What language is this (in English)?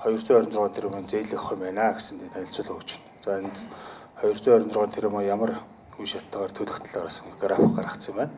Mongolian